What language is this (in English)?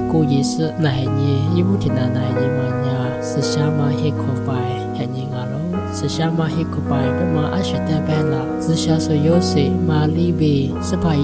Lisu